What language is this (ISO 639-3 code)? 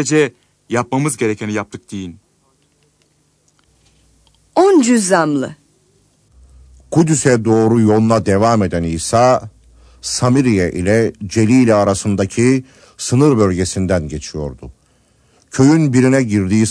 tur